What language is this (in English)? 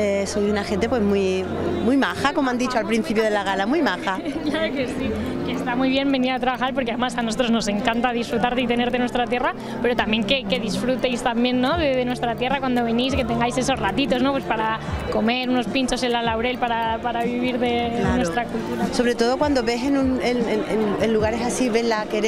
Spanish